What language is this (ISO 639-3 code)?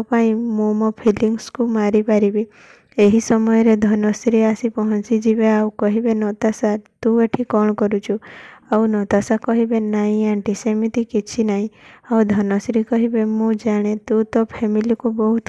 ori